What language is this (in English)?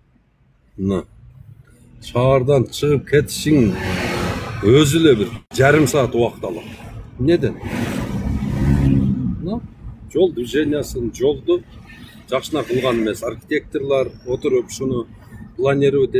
Kyrgyz